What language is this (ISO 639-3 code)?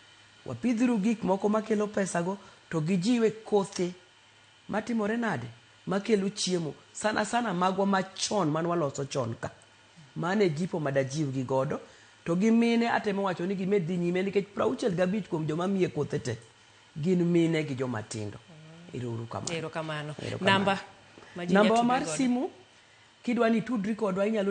luo